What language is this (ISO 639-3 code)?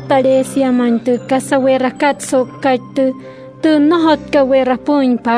guc